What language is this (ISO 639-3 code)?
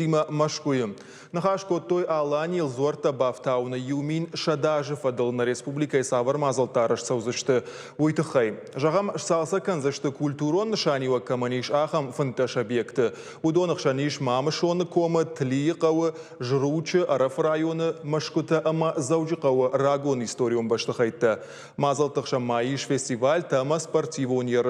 oss